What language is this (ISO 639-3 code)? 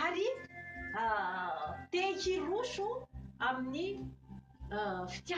mlg